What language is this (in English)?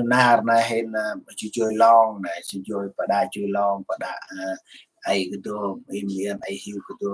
Central Mnong